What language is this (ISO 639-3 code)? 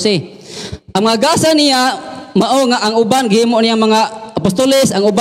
ceb